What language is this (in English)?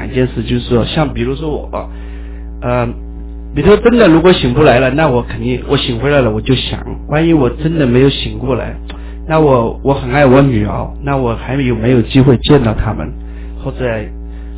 Chinese